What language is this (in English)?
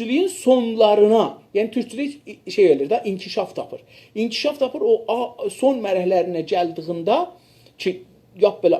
South Azerbaijani